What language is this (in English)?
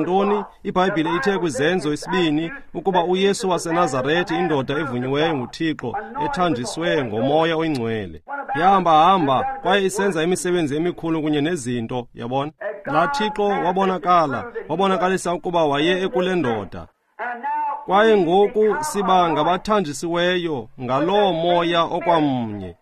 Xhosa